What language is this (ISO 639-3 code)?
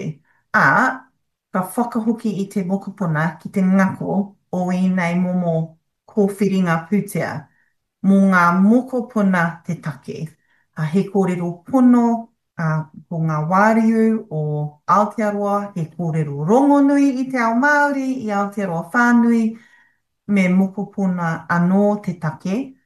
mri